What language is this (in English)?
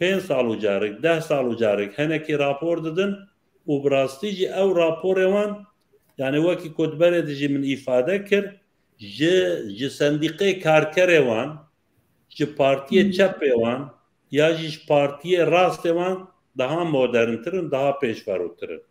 Kurdish